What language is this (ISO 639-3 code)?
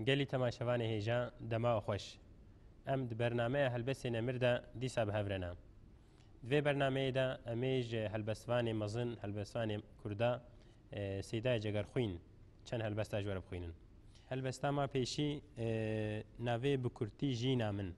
kur